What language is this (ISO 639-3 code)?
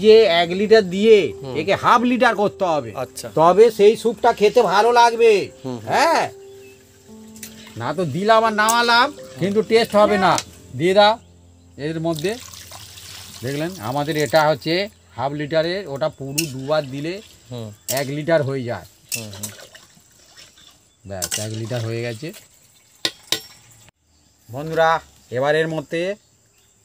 ben